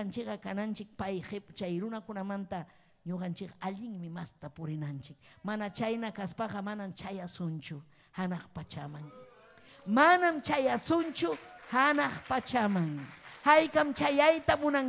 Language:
Ayacucho Quechua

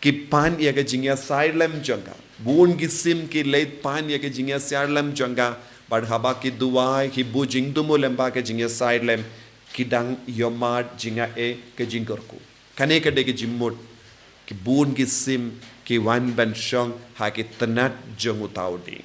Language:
Khasi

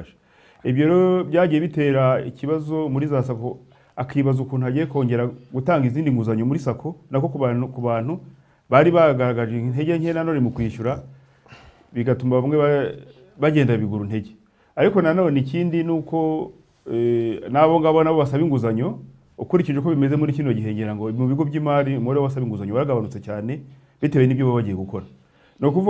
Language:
Kinyarwanda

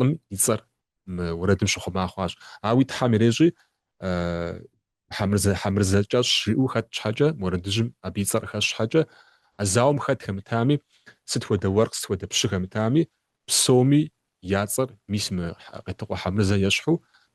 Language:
Kabardian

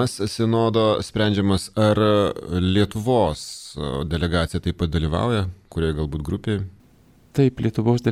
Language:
Lithuanian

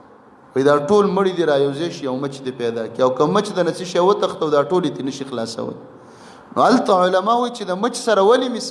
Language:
Pashto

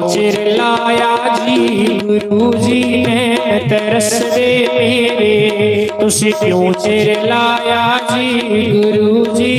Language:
Dogri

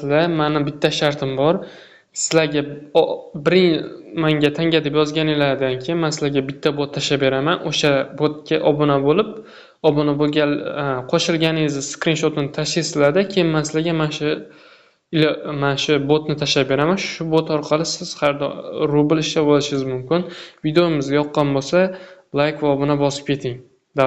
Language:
Uzbek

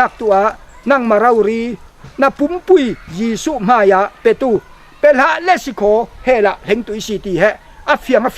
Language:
Falam Chin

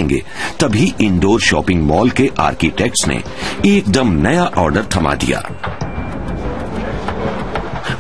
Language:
Hindi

